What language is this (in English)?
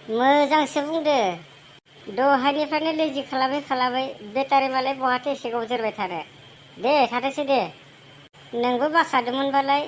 Bodo